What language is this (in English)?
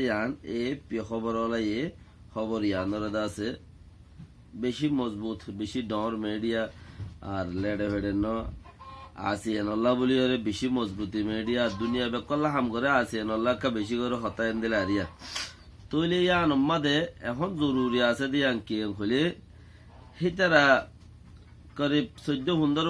Rohingya